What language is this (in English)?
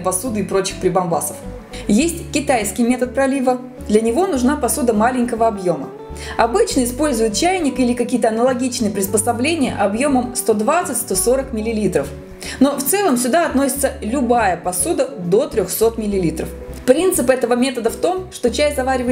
Russian